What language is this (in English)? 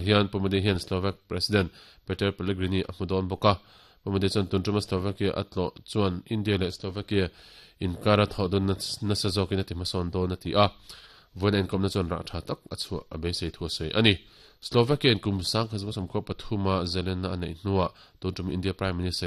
Mizo